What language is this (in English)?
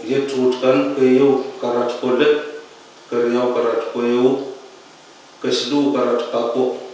Pohnpeian